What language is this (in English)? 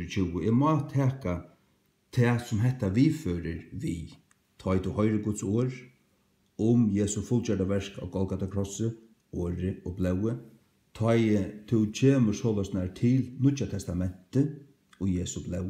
Faroese